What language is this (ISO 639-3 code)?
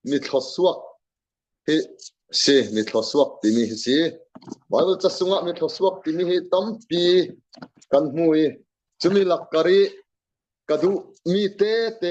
cfm